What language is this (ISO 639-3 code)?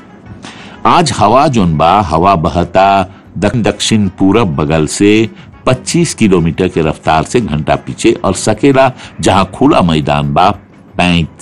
bho